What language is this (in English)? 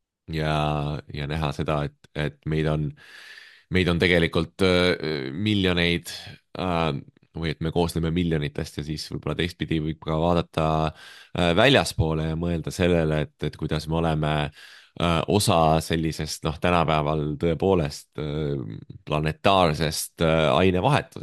Estonian